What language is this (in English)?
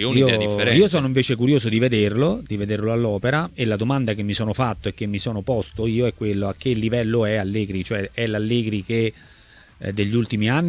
Italian